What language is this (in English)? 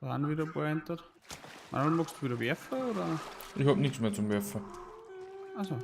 Bavarian